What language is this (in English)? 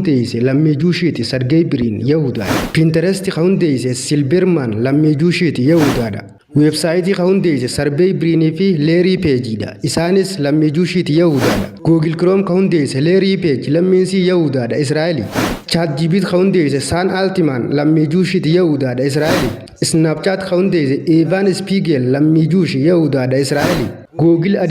Oromo